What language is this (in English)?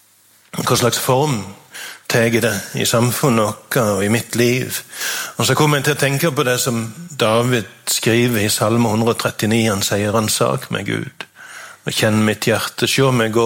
Norwegian